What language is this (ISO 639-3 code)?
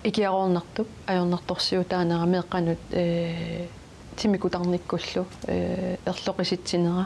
kal